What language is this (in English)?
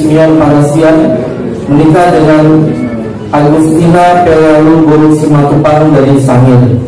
Batak Angkola